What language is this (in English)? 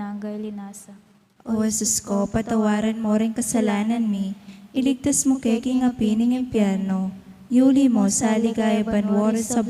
Pampanga